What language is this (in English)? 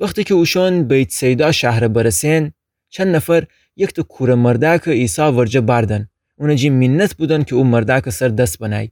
Gilaki